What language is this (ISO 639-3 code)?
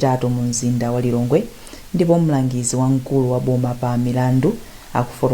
nya